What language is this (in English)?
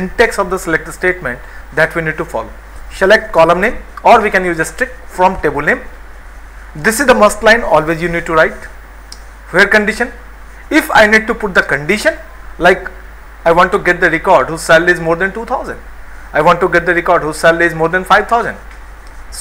English